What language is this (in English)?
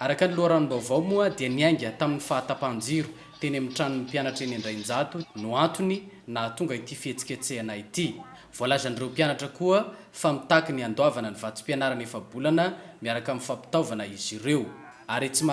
Malagasy